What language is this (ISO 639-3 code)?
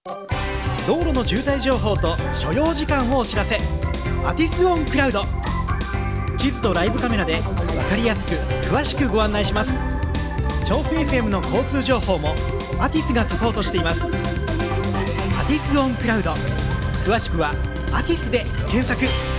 jpn